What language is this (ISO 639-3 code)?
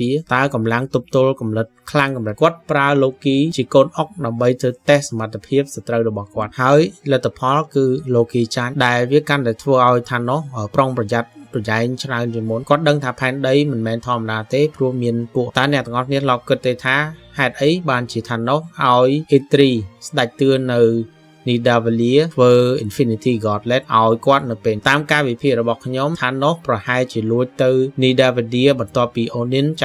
khm